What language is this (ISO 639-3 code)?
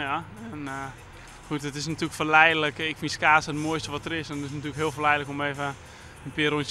fry